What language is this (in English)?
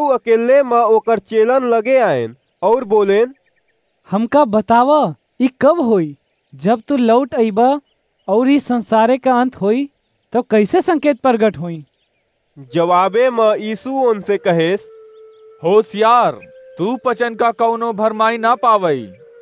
Awadhi